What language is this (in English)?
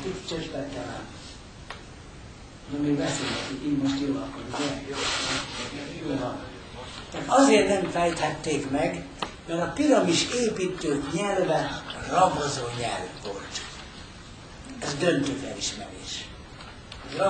Hungarian